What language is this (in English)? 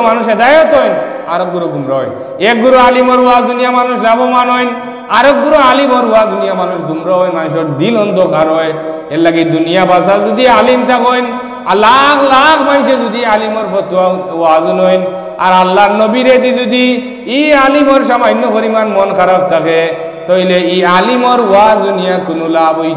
Sylheti